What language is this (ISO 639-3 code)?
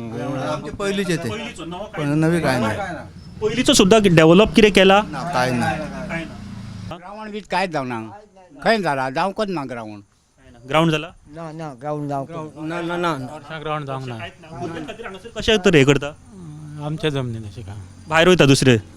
kok